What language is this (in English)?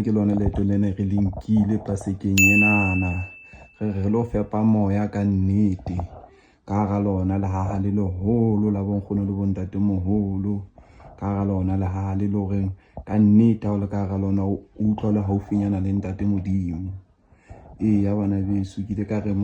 Southern Sotho